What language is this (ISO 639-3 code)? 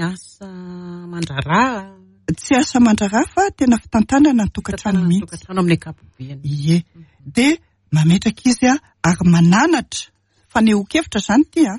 mlg